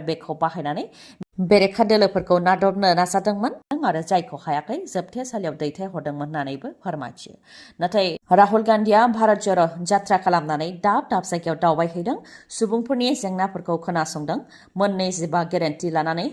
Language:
Bodo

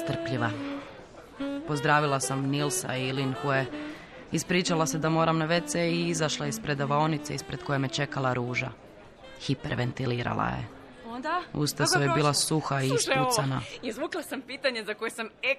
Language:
Croatian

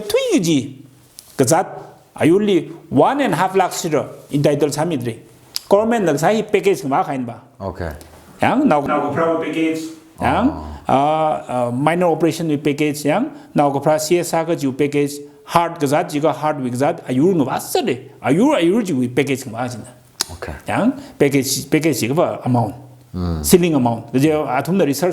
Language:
Tangkhul Naga (India)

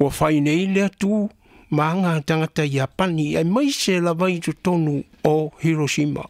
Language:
Samoan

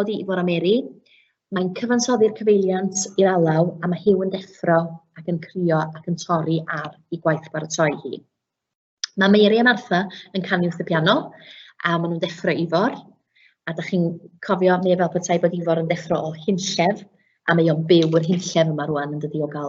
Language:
Welsh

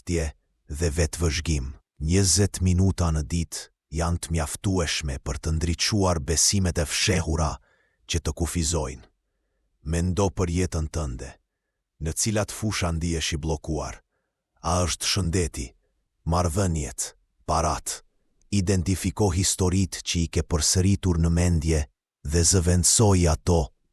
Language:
Albanian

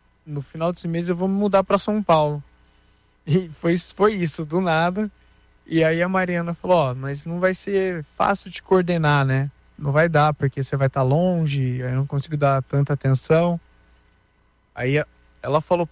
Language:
Portuguese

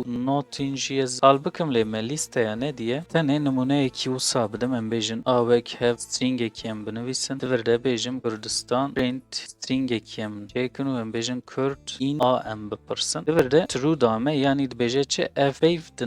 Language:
Kurdish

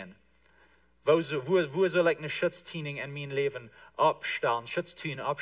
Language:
Plautdietsch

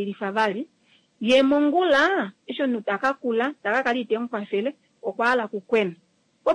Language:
Kuanyama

